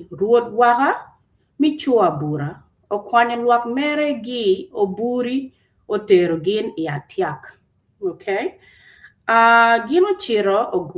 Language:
Acoli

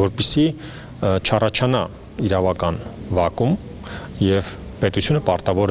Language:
Armenian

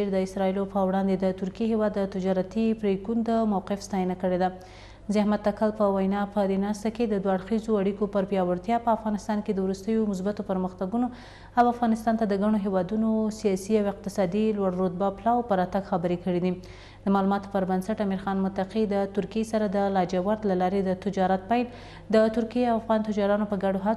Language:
Pashto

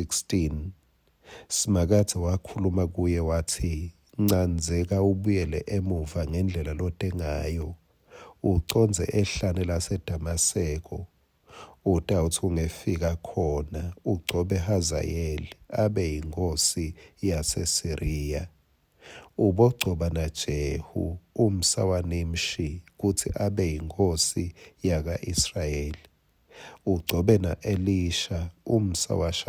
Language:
Swati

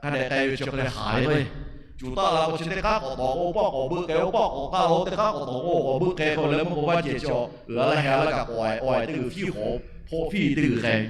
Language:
Lahu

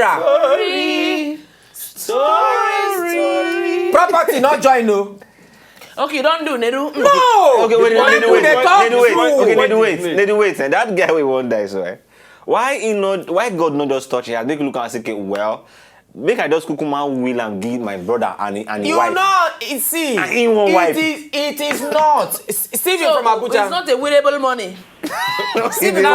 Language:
Nigerian Pidgin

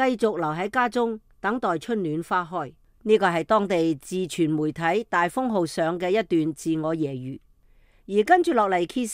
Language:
Cantonese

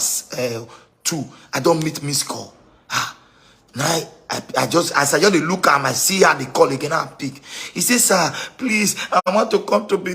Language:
Nigerian Pidgin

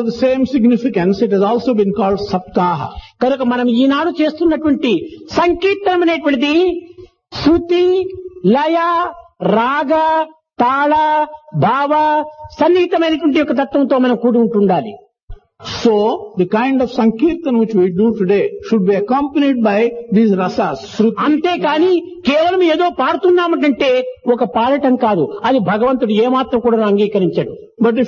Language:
Telugu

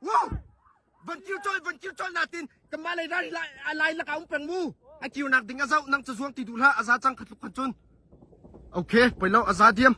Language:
Hakha Chin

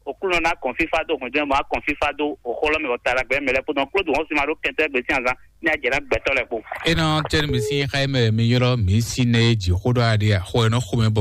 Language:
Fon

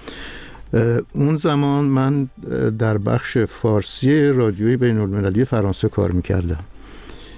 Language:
Persian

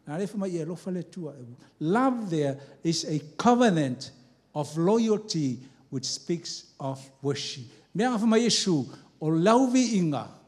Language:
Samoan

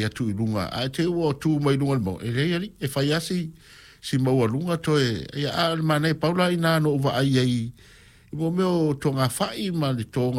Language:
Samoan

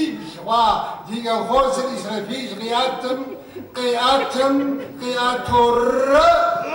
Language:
Kabardian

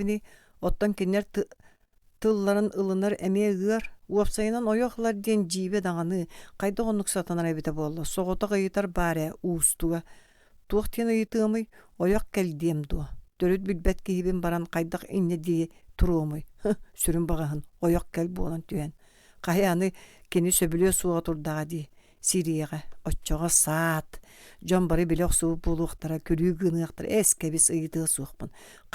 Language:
Yakut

